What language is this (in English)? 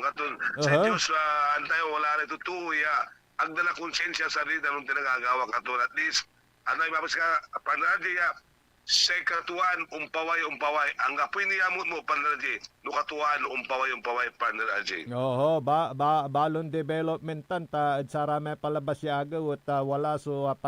Pangasinan